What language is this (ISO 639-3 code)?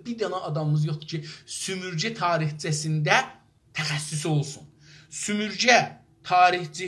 azb